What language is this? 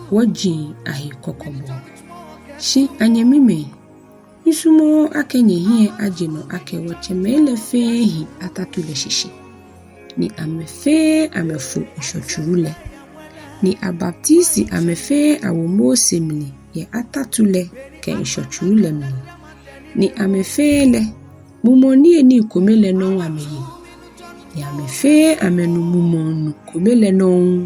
Ga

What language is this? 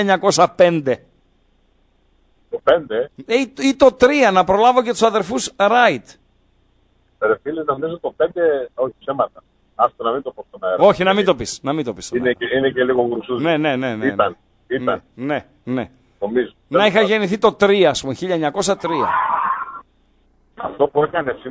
Greek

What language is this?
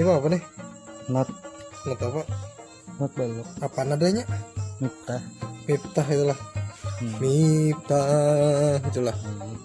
Banjar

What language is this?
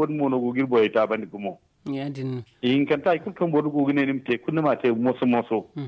Zarma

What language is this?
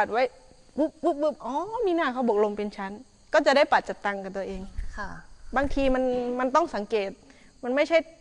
Northeastern Thai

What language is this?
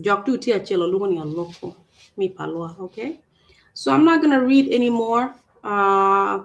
Acoli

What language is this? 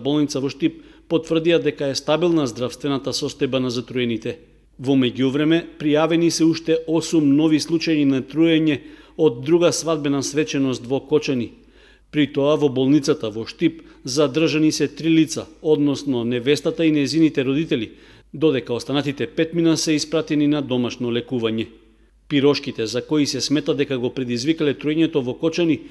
Macedonian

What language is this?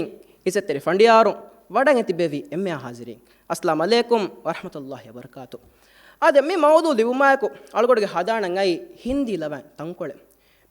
Divehi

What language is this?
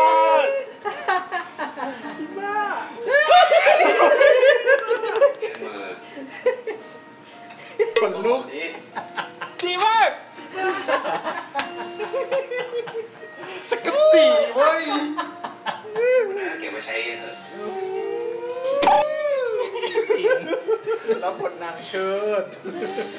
Thai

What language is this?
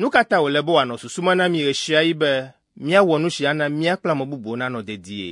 Ewe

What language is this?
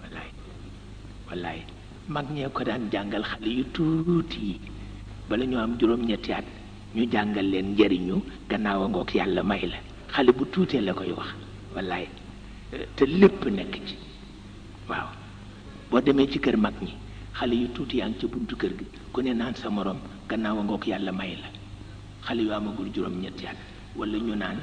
Wolof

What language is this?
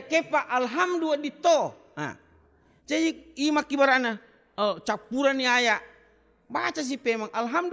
Buginese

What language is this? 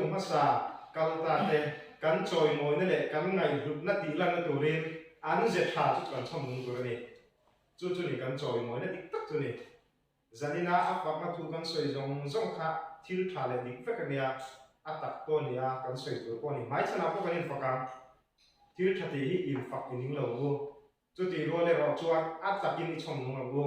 Mizo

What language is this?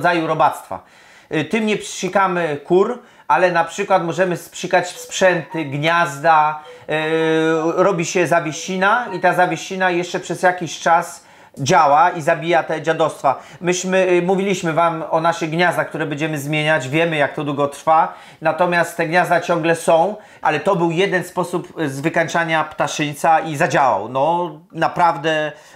Polish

